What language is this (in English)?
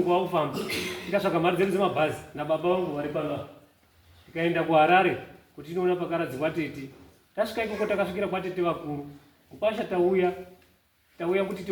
Shona